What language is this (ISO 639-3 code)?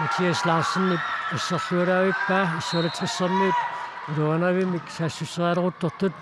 kal